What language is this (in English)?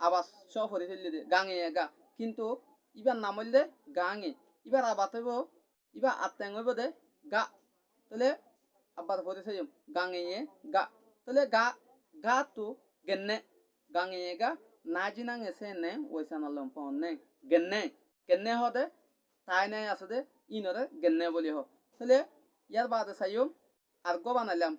Rohingya